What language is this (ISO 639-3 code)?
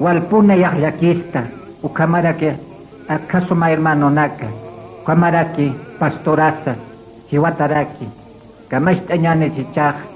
aym